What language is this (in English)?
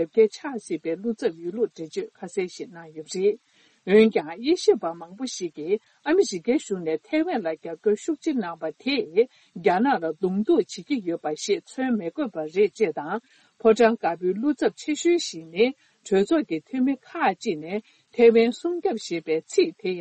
Tibetan